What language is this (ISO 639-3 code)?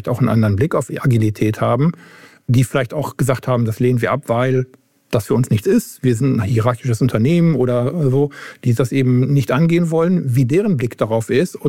deu